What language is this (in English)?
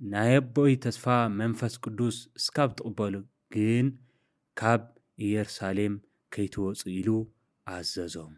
Tigrinya